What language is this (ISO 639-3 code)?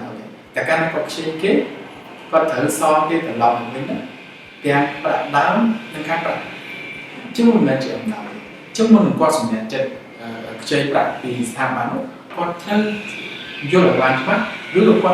khm